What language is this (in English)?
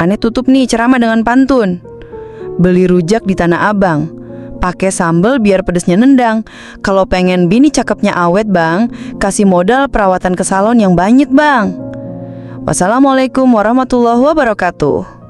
Betawi